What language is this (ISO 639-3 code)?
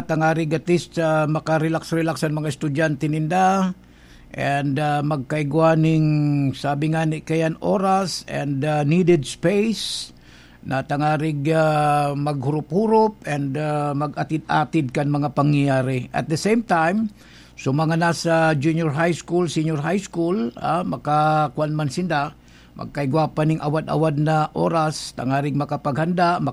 bik